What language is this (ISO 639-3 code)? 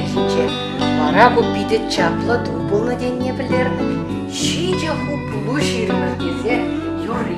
chv